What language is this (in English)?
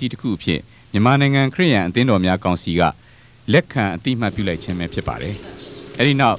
Burmese